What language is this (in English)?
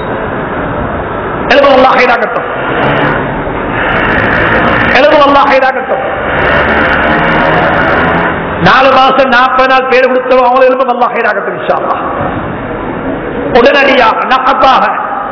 Tamil